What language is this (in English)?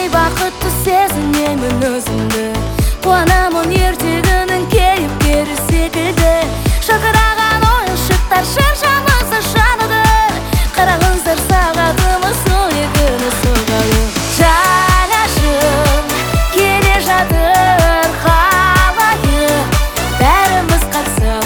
Kazakh